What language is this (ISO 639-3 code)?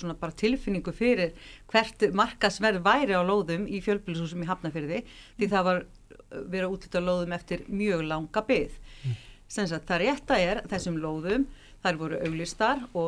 isl